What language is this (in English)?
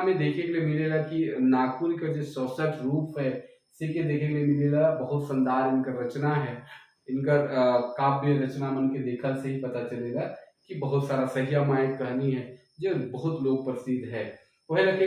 Sadri